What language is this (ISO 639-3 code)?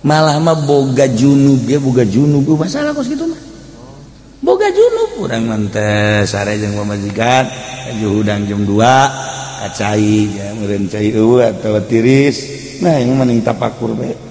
sun